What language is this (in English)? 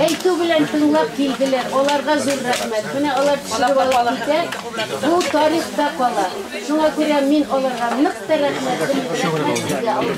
Bashkir